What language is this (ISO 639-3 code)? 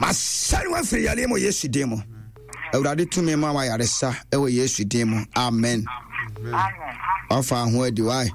aka